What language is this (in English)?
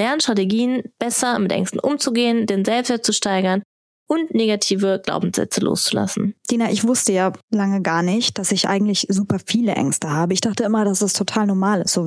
German